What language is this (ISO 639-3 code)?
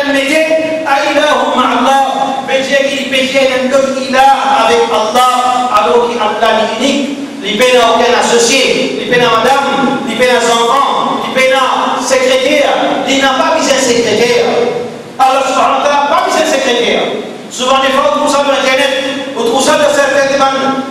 mfe